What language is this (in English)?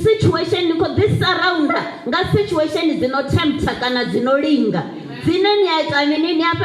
Venda